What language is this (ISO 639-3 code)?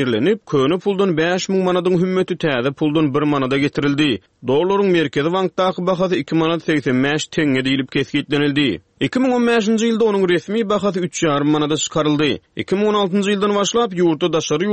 tuk